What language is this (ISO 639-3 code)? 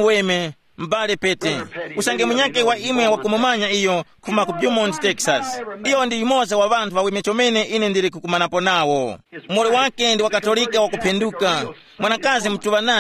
tum